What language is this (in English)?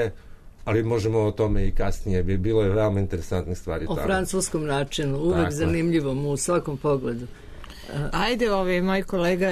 Serbian